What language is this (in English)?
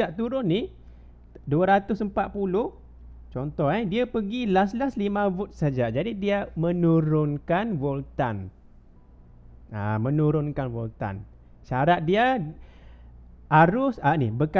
Malay